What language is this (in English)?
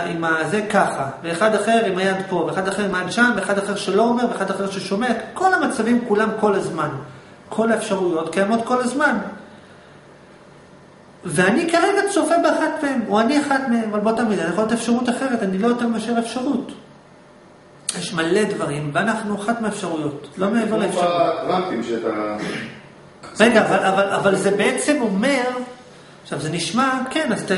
Hebrew